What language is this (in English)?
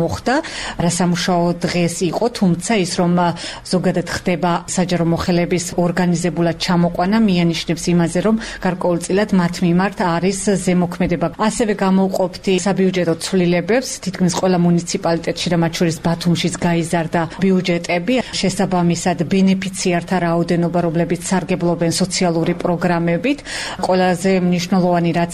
Georgian